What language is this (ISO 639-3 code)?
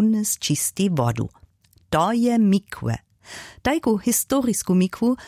hsb